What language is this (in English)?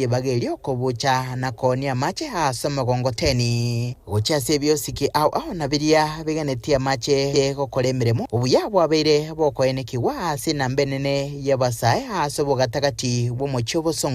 Gusii